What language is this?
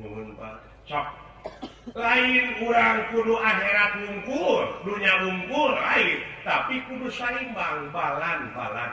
Sundanese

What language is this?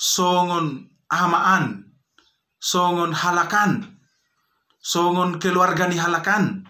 Batak Toba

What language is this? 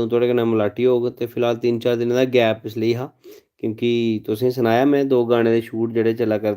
Dogri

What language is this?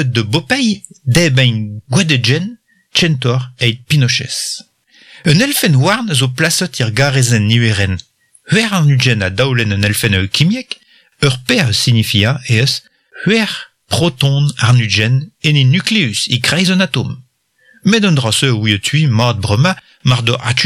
Breton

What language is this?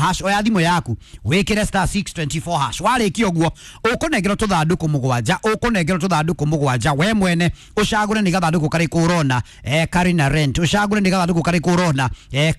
Kikuyu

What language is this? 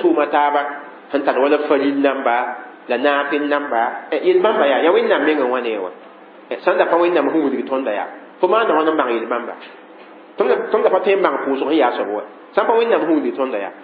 Mossi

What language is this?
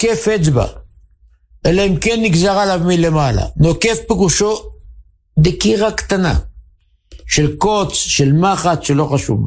Hebrew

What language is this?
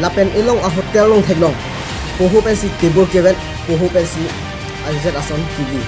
Karbi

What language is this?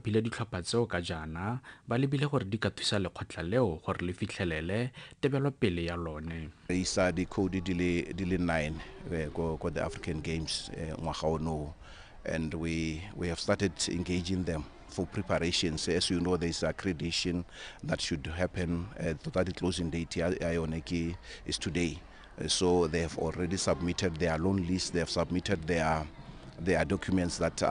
Tswana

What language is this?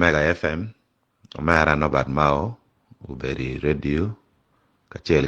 Acoli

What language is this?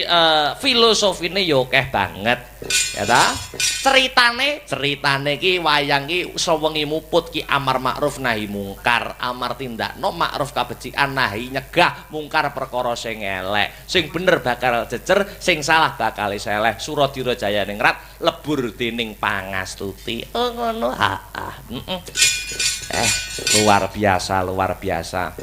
Javanese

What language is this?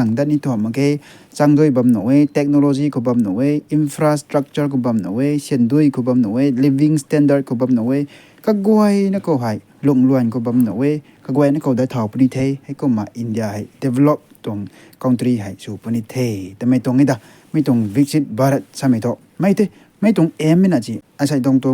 Rongmei Naga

